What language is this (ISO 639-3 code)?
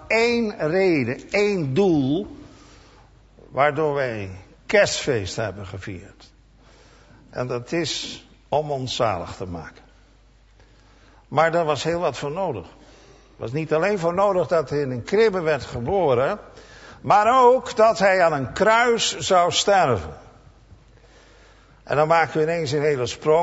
nld